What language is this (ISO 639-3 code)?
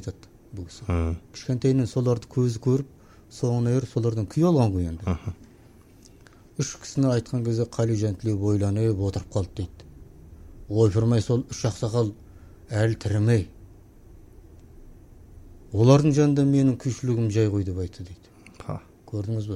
kaz